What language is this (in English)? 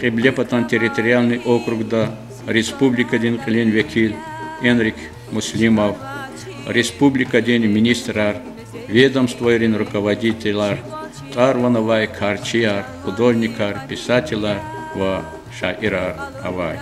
Lezghian